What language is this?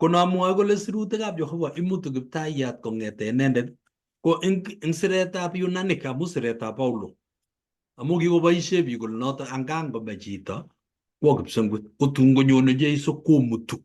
Kalenjin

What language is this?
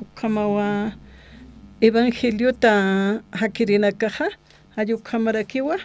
Aymara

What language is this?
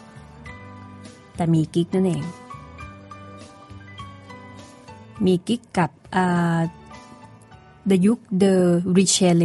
Thai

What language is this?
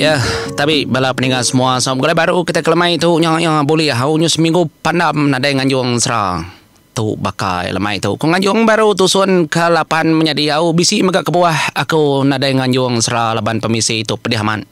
Iban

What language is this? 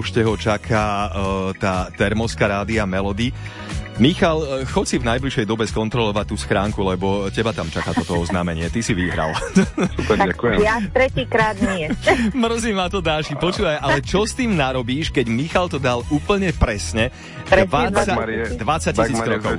Slovak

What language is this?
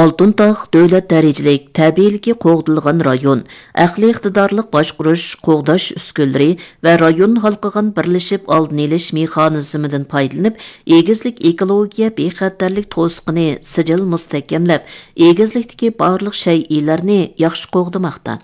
Uyghur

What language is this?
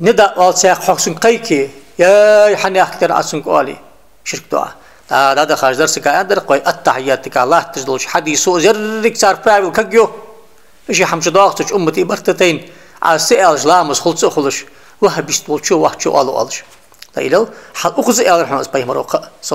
Ingush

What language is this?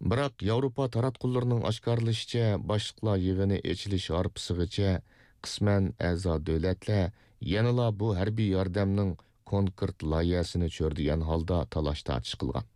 Uyghur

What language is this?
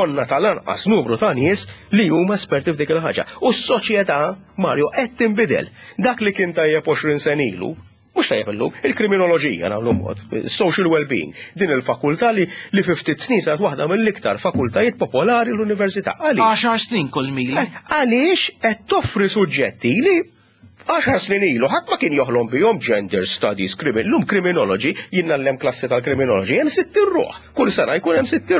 Maltese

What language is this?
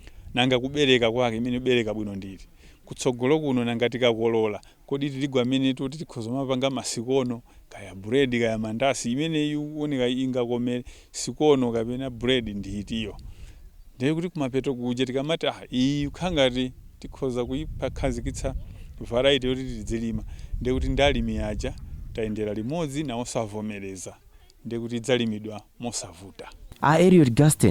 Nyanja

